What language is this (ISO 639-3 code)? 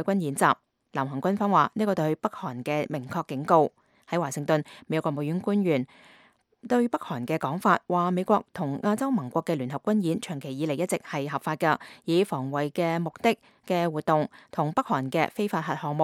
yue